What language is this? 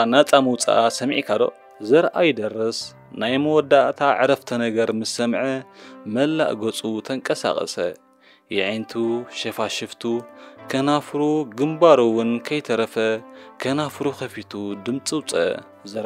Tigrinya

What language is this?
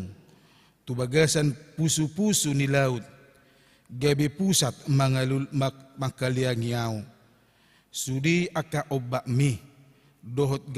Batak Toba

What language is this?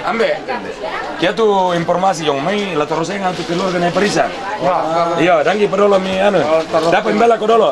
Toraja-Sa'dan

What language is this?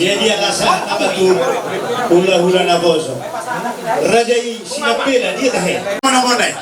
Batak Toba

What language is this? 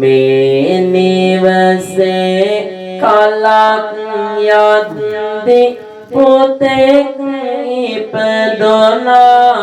Sinhala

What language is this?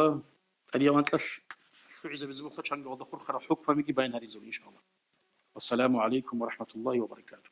Avaric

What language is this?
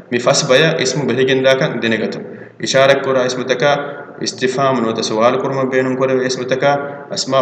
Divehi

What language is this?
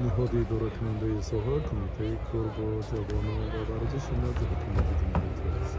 Tajik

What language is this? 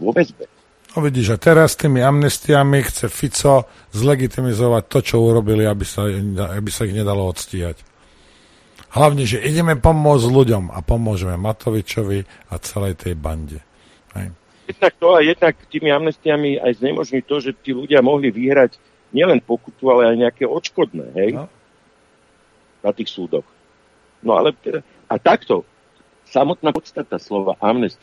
Slovak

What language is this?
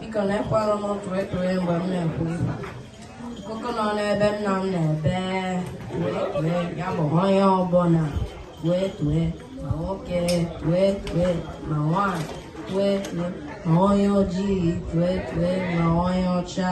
Igbo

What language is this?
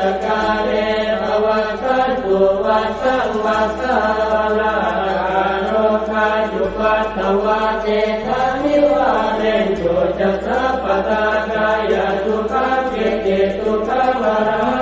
Pali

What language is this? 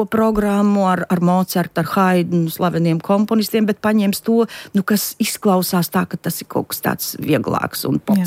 Latvian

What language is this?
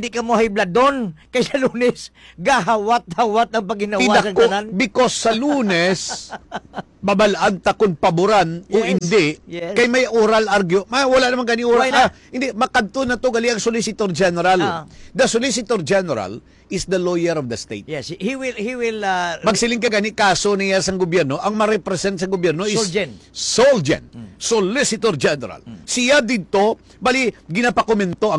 Hiligaynon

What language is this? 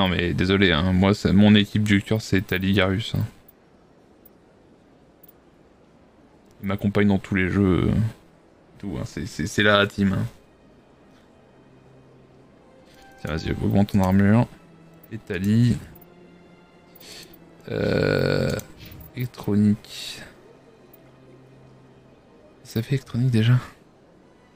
French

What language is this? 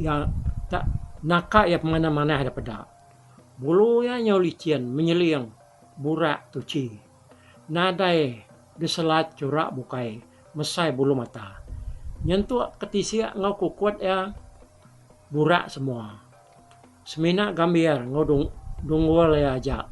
Iban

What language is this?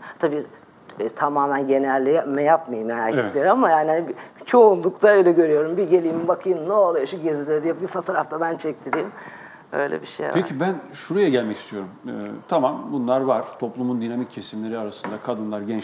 Turkish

